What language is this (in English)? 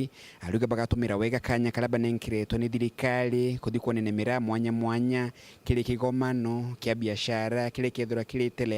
Meru